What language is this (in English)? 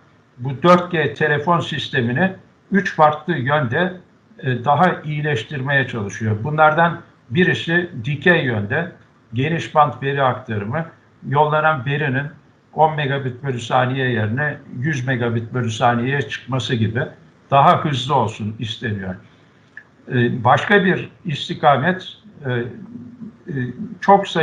Turkish